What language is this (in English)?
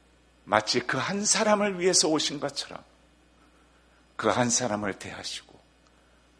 Korean